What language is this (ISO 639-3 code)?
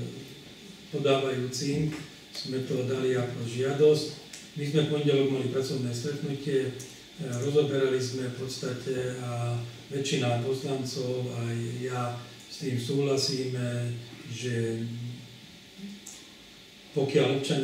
slk